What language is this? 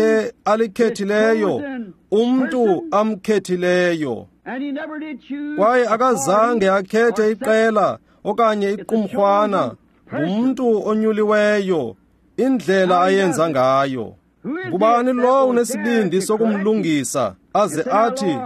Xhosa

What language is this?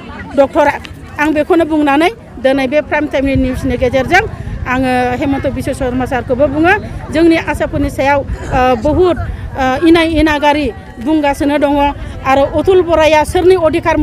Bodo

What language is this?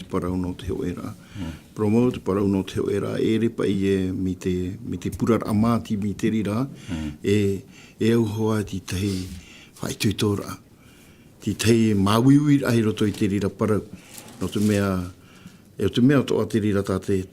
Tahitian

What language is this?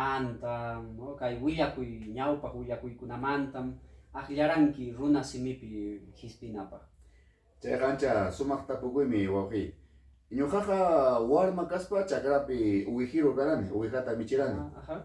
Ayacucho Quechua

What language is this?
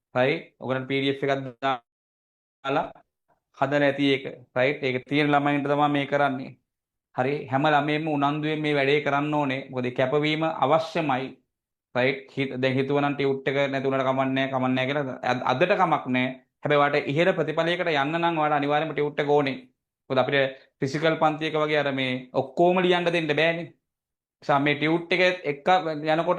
Sinhala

